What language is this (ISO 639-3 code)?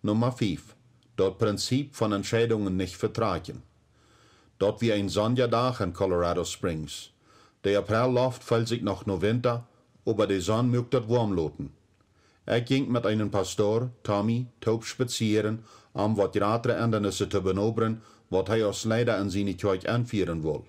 pdt